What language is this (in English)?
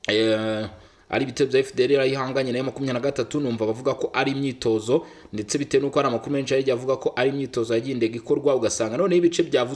Kinyarwanda